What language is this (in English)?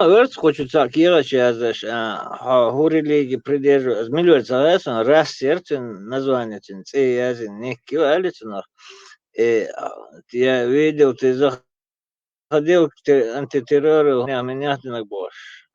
Chechen